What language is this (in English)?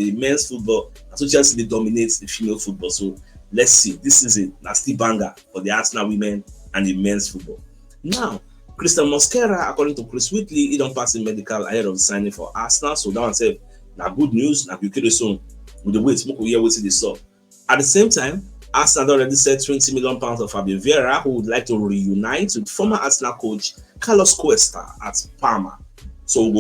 Nigerian Pidgin